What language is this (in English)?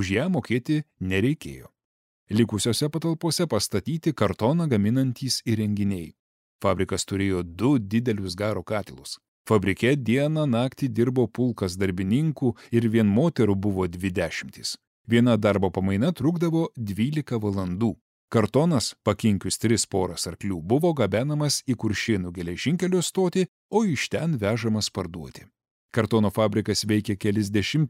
Lithuanian